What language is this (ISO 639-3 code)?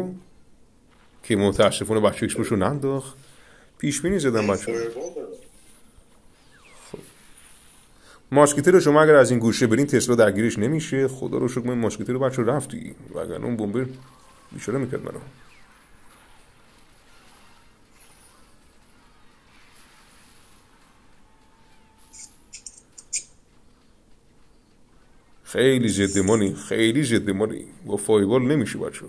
fas